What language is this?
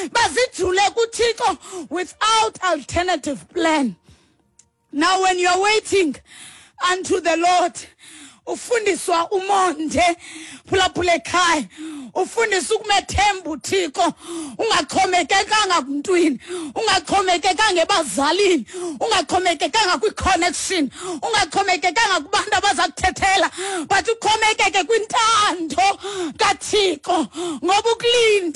Xhosa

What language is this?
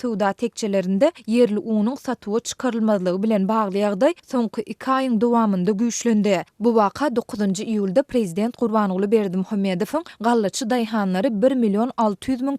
Turkmen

